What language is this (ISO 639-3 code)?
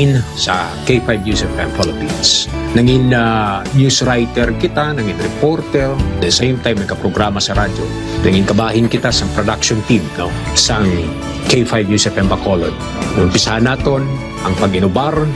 hil